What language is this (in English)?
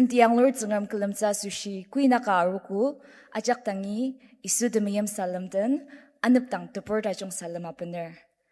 Ao Naga